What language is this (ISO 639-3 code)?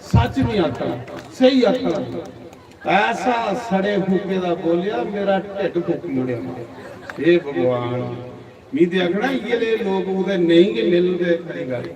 doi